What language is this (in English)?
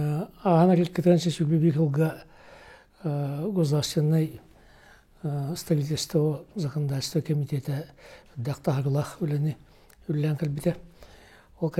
Yakut